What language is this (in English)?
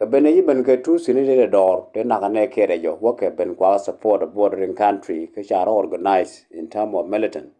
Nuer